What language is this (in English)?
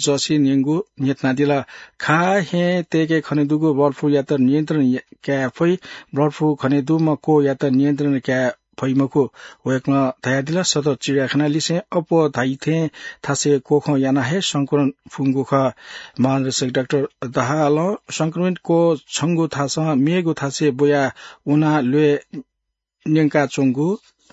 Newari